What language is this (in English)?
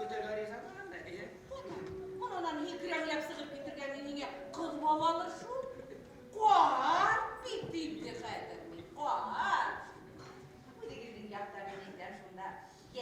Bashkir